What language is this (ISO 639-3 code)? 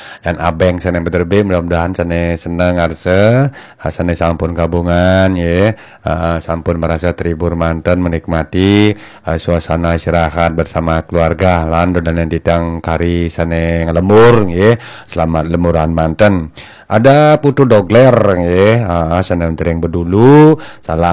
ban